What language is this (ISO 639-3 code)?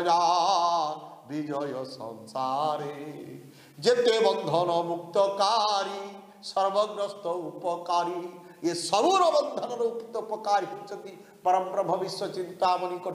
ori